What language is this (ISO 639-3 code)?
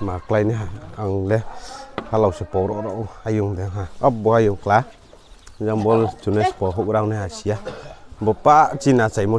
ria